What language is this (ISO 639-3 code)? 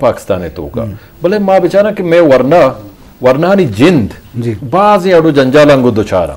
bgp